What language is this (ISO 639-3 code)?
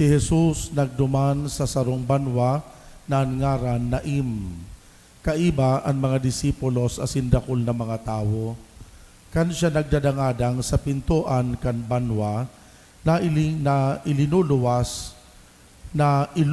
bik